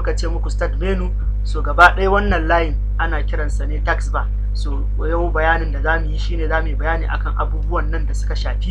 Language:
Hausa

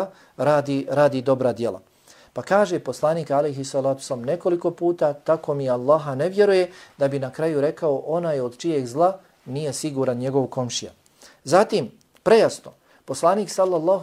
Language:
Bosnian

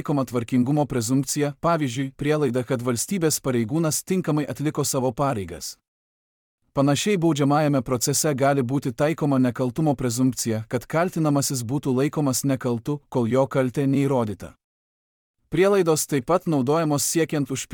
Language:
Lithuanian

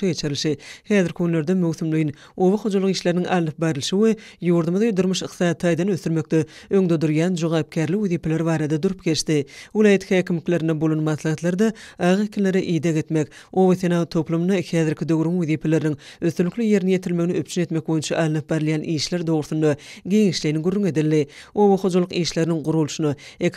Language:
Turkmen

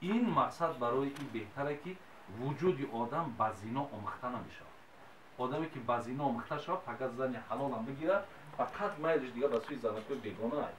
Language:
Tajik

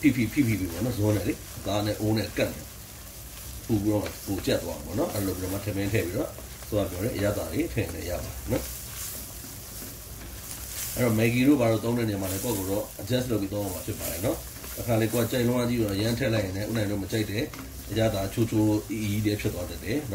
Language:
Burmese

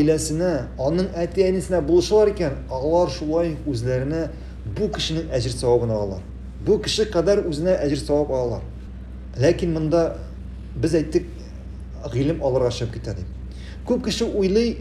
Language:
Tatar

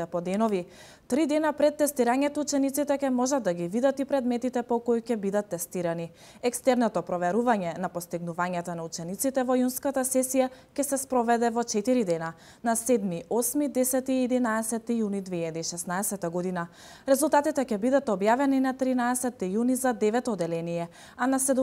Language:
Macedonian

